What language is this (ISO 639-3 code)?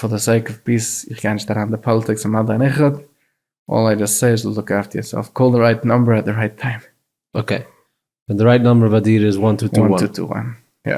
yid